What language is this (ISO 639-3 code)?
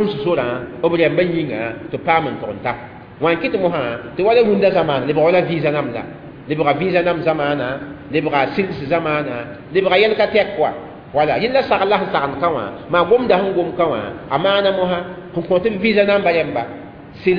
mos